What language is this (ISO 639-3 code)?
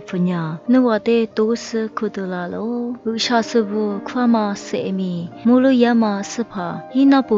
lis